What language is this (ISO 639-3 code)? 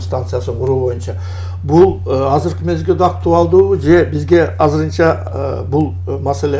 kir